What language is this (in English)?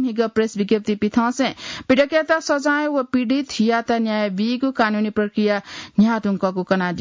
Newari